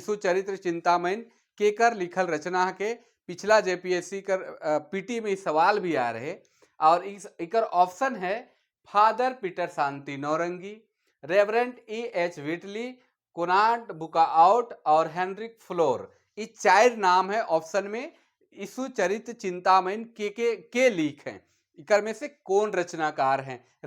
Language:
Sadri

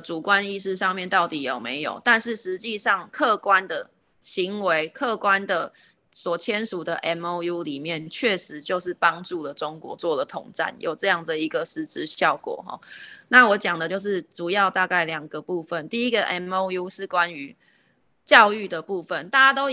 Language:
Chinese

